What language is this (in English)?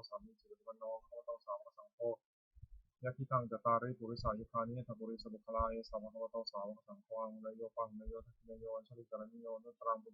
Pali